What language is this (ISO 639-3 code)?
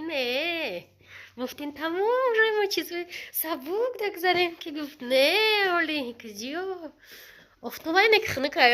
tgk